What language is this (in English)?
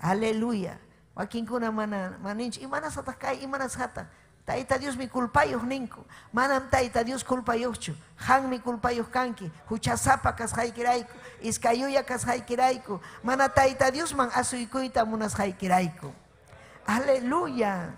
Ayacucho Quechua